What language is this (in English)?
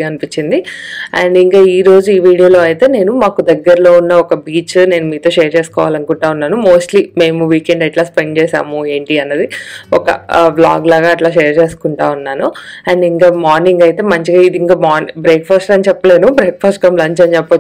Telugu